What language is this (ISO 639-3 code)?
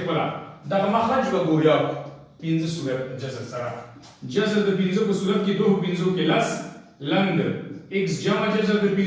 pus